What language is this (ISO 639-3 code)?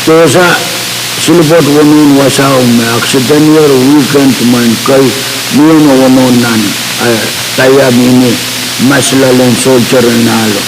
pon